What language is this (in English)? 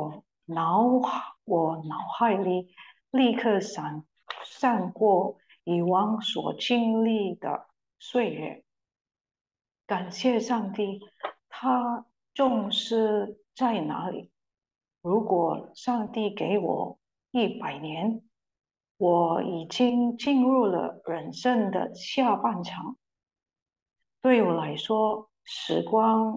Chinese